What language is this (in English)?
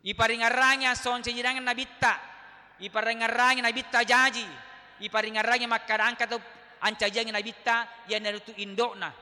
Buginese